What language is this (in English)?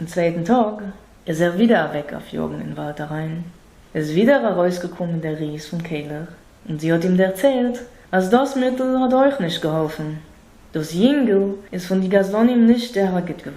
Yiddish